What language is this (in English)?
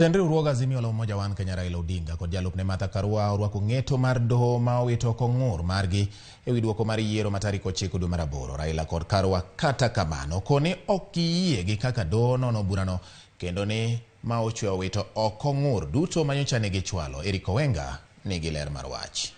Luo (Kenya and Tanzania)